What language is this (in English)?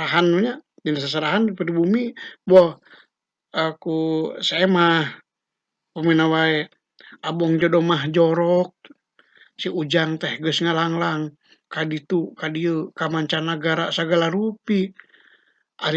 Sundanese